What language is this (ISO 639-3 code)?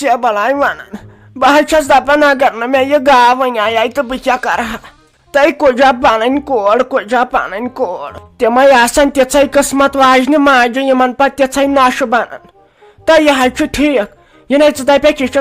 kas